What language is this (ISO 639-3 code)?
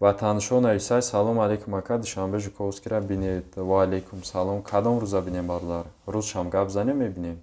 tgk